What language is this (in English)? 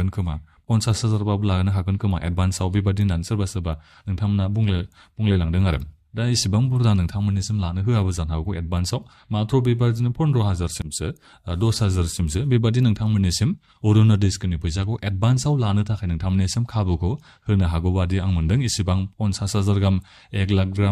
Bodo